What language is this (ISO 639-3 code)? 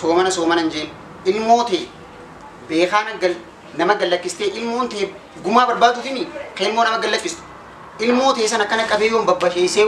orm